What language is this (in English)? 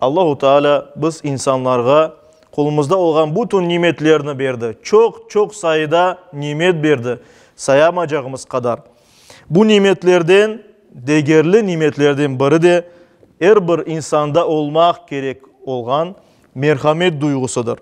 Crimean Tatar